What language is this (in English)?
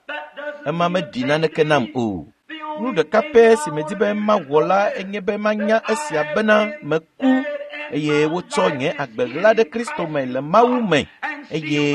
Ewe